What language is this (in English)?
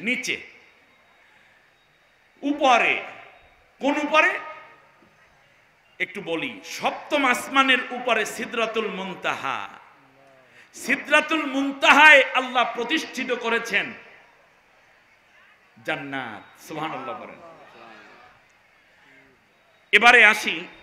Bangla